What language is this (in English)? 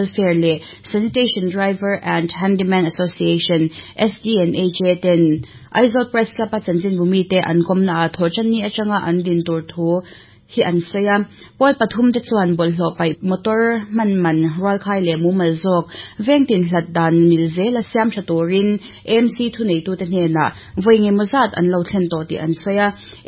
Mizo